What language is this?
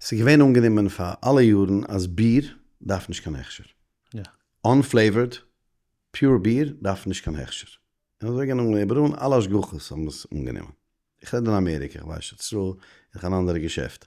Yiddish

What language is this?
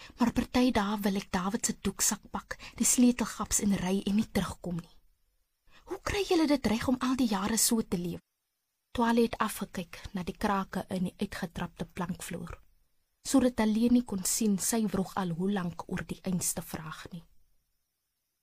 Afrikaans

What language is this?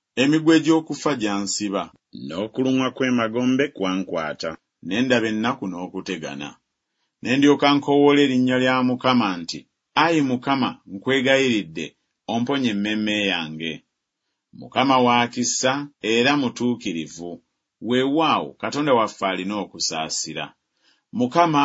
Ganda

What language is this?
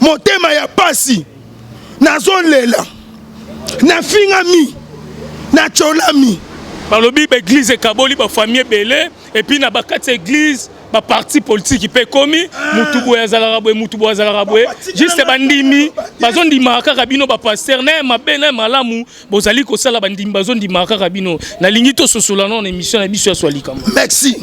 Lingala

